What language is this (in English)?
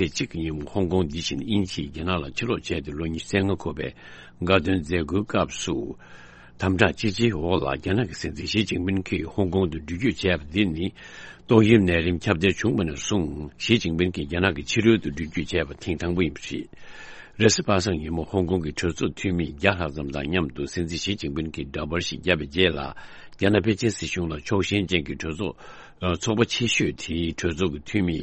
Tibetan